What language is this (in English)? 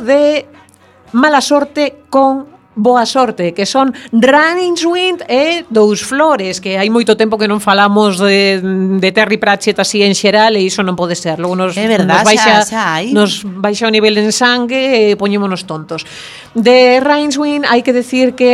Galician